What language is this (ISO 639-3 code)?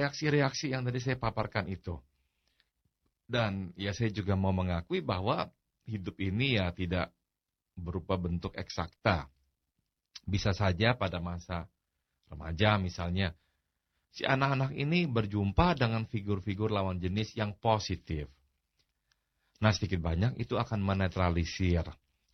ind